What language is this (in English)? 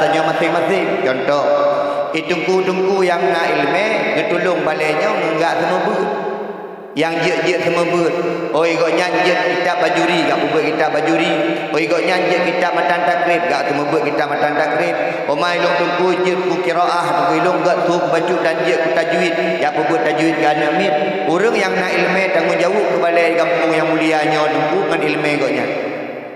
Achinese